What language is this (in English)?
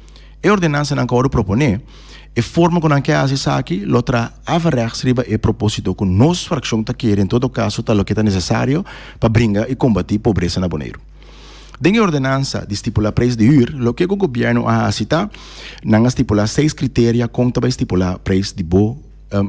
Papiamento